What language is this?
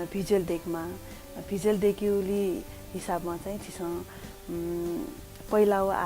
Newari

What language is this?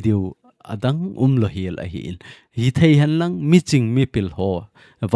Thado Chin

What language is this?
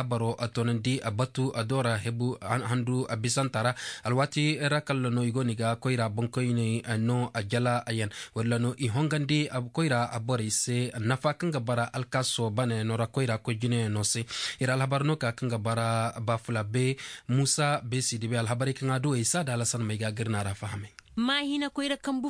Zarma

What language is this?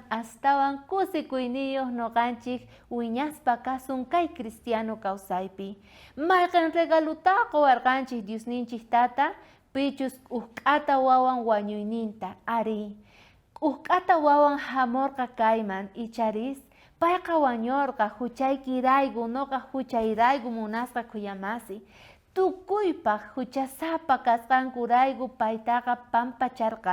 South Bolivian Quechua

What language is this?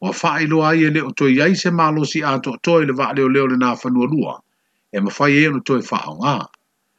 Samoan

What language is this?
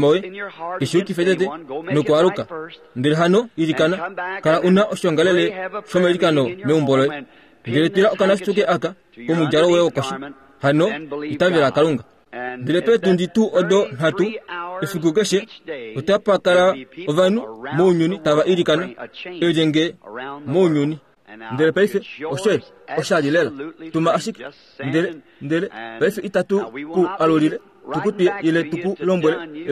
Kuanyama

